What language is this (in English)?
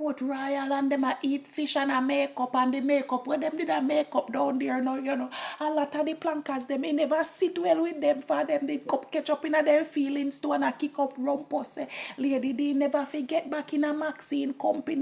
Jamaican Creole English